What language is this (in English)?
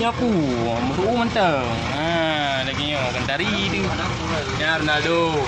Achinese